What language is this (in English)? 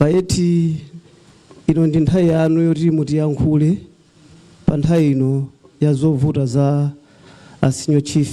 Nyanja